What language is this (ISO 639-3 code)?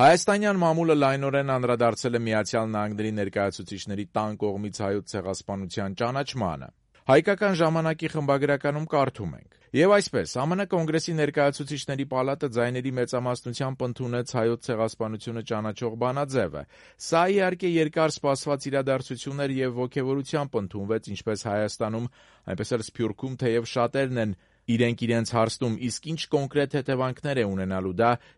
hye